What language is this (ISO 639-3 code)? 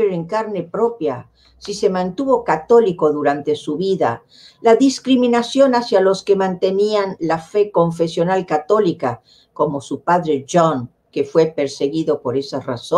lad